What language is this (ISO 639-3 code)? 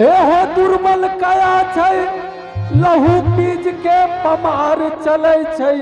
anp